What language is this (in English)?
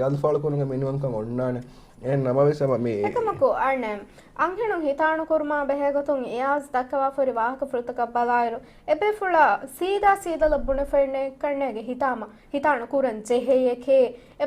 Divehi